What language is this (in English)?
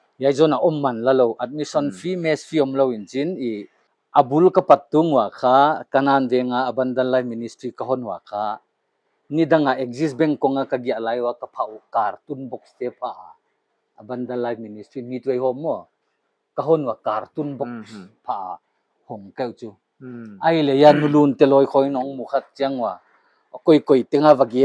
Paite Chin